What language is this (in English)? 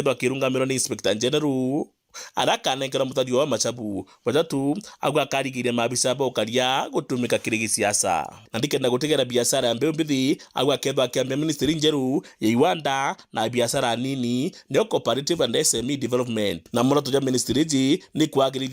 Meru